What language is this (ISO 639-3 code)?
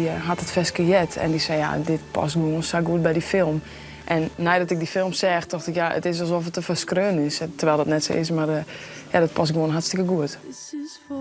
fry